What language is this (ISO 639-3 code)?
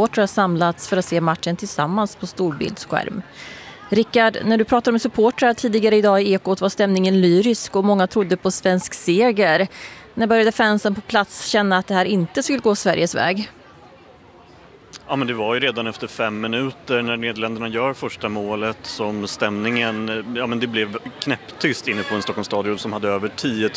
swe